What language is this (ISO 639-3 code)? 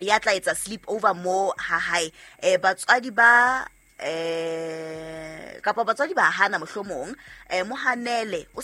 sot